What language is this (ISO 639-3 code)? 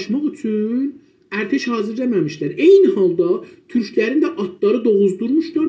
azb